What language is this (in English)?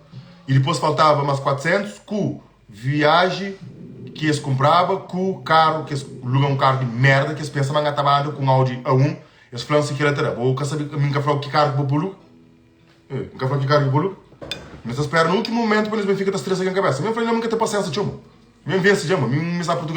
Kabuverdianu